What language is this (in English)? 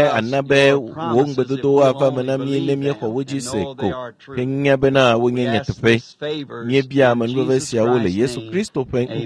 Ewe